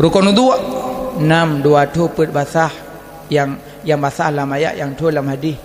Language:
Achinese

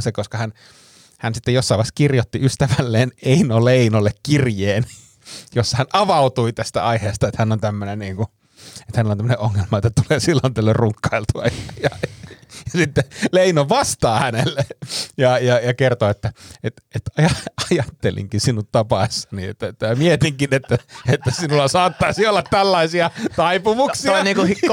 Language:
Finnish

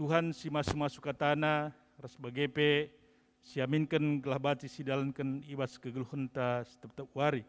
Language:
Batak Karo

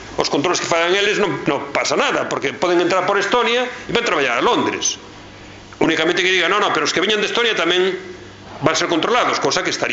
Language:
Galician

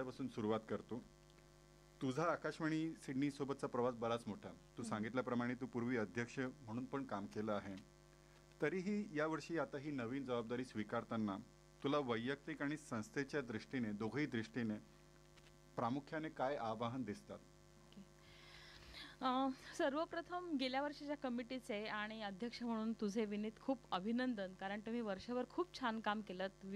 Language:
Marathi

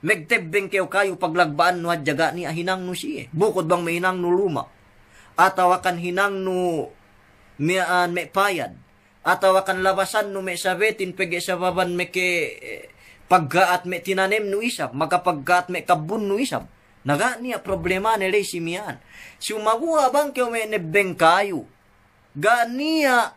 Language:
Yakan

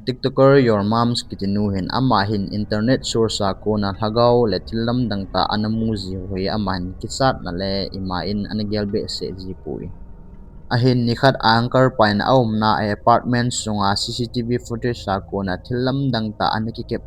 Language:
Thado Chin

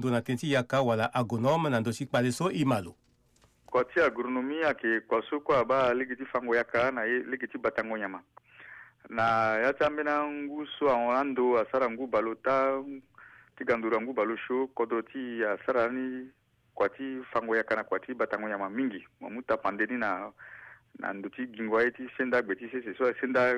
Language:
Sango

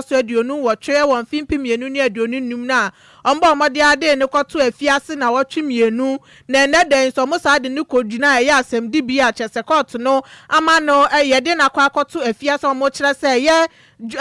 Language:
Akan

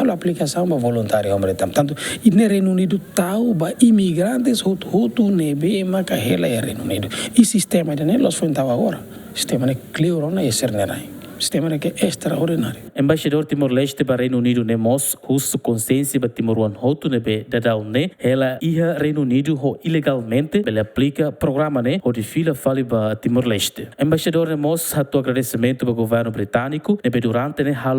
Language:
Tetum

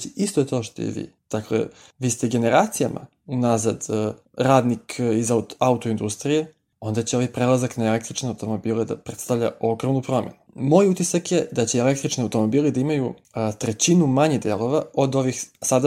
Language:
Serbian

